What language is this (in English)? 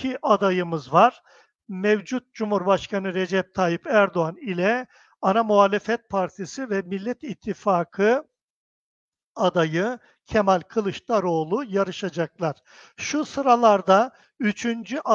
Turkish